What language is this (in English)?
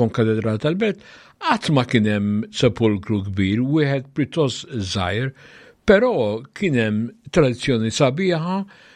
Maltese